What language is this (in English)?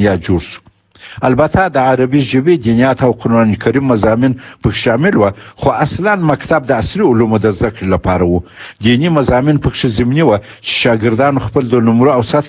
Pashto